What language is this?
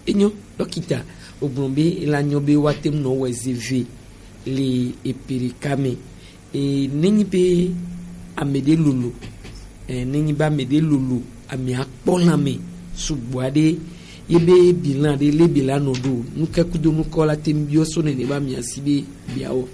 Gen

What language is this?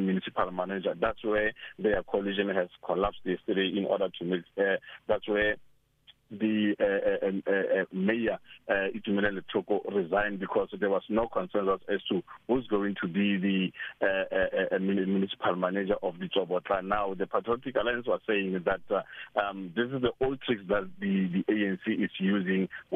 English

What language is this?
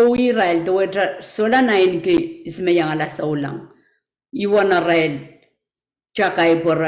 Pohnpeian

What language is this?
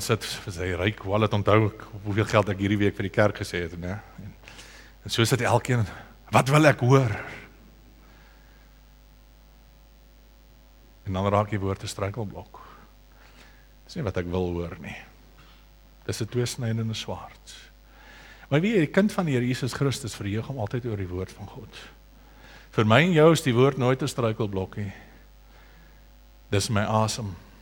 Afrikaans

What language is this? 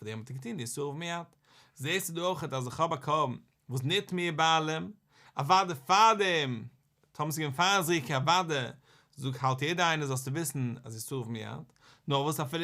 Yiddish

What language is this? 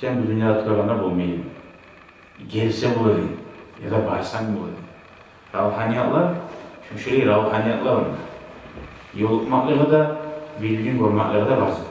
Kumyk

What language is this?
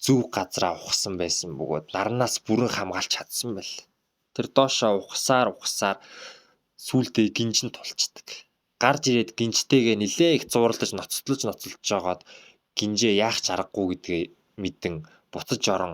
Mongolian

